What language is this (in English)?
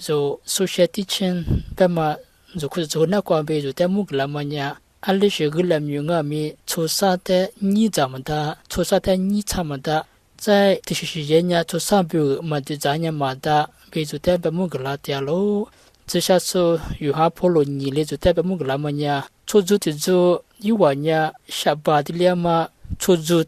Lisu